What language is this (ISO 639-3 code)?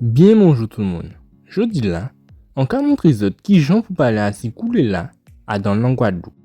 gcf